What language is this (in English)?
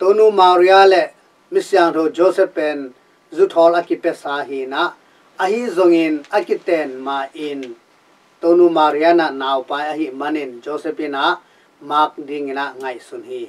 Tedim Chin